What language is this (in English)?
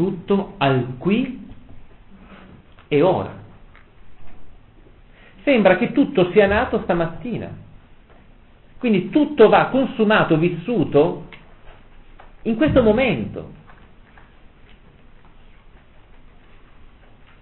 Italian